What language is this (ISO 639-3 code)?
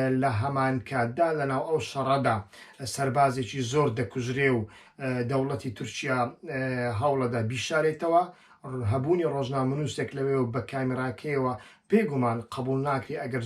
ckb